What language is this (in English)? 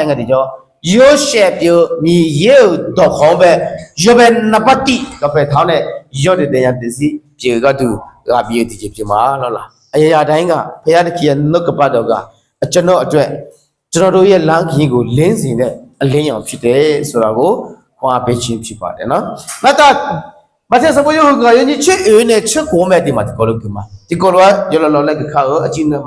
Akha